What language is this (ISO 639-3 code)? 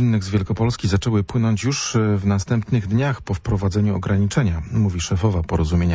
pol